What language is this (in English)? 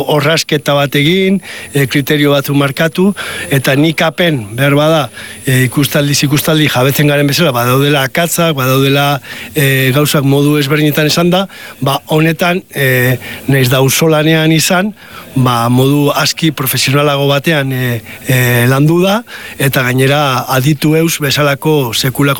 Basque